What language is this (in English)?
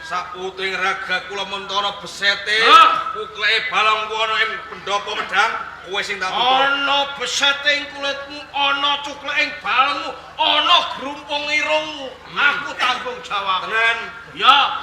Javanese